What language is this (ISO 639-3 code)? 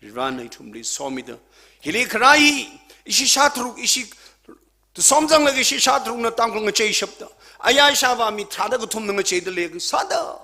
nmf